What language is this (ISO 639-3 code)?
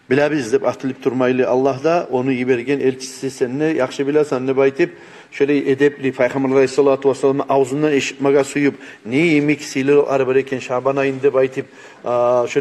kum